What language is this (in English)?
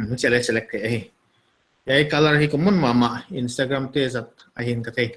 Paite Chin